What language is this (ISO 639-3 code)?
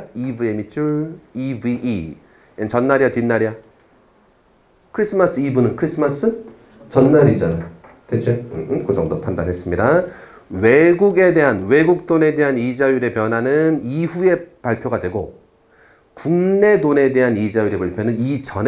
kor